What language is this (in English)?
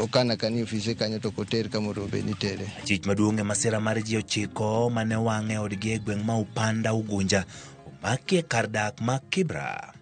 Luo (Kenya and Tanzania)